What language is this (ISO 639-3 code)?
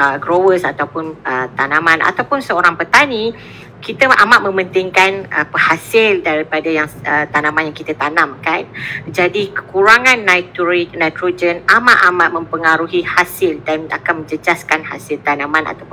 msa